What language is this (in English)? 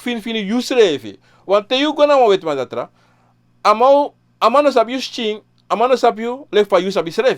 Sranan Tongo